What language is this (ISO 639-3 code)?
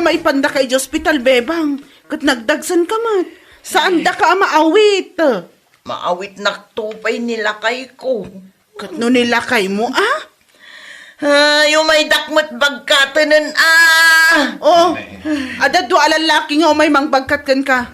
ilo